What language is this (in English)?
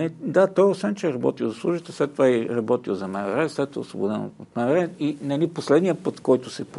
Bulgarian